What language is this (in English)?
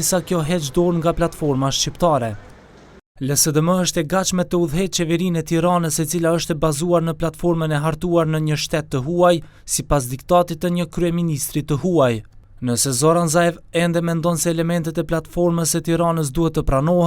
Albanian